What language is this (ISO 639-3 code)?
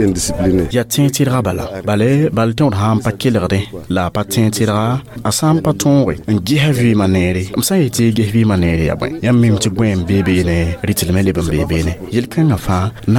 mos